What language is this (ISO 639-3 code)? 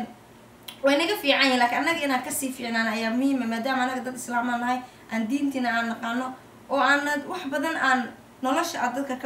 som